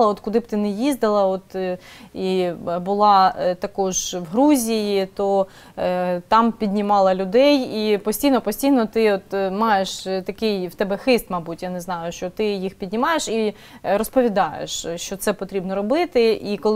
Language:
Ukrainian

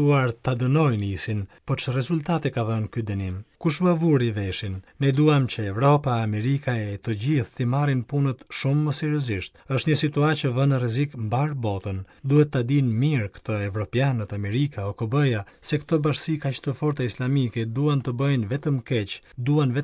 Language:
Albanian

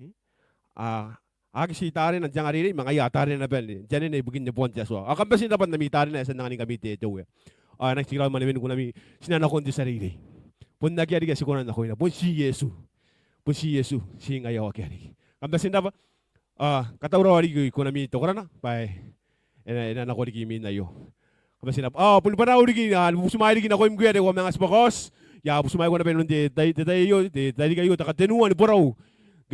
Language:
Gilbertese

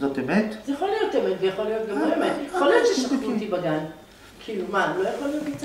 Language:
Hebrew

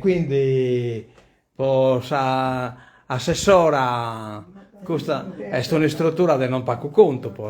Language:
Sardinian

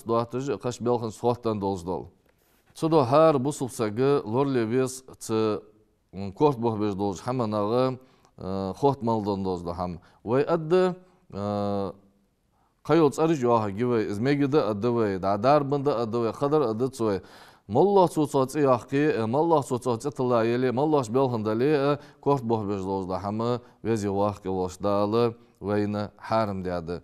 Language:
Ingush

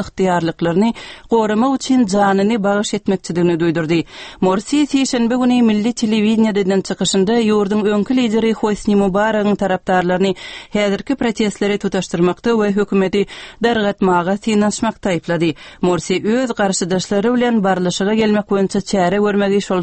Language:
Turkmen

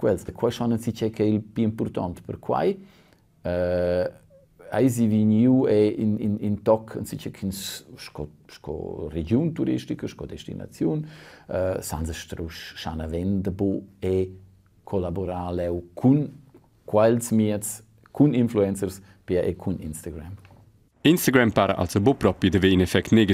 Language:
Romansh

